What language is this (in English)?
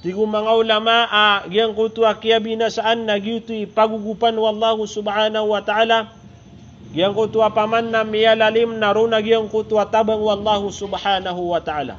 Maranao